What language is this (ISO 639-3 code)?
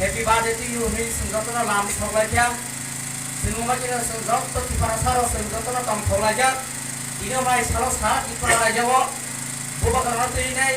trp